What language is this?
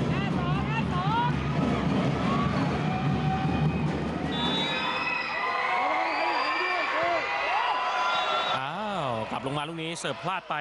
Thai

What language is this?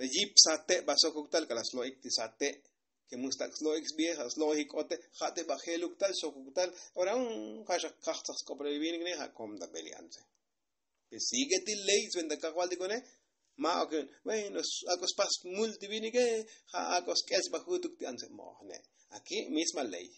Tzotzil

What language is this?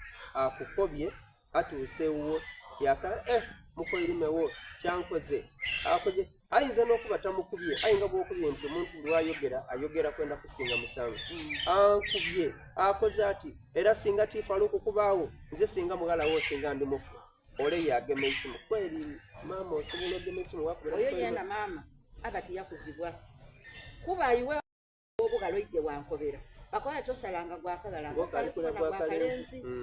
Soga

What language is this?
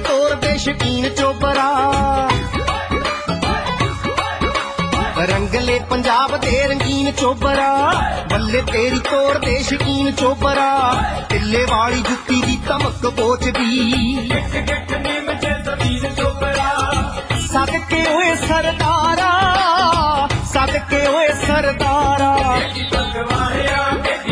Punjabi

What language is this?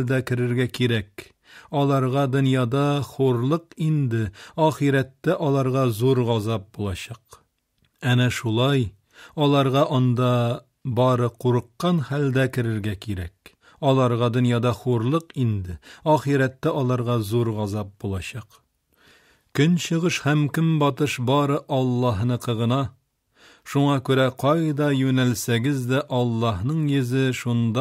Tatar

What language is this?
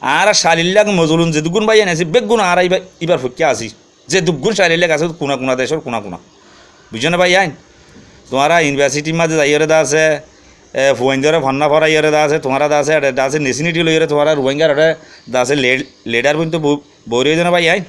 Rohingya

